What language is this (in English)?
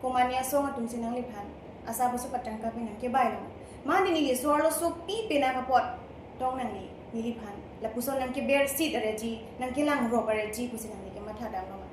Karbi